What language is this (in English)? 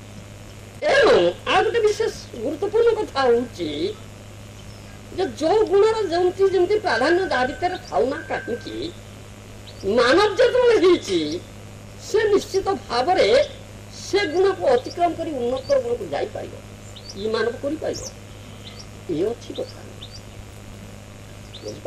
Odia